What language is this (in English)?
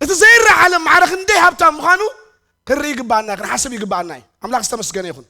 Tigrinya